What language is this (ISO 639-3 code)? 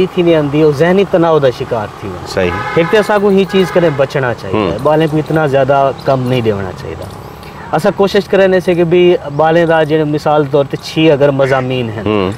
skr